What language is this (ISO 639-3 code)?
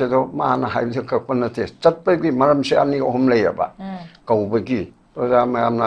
mni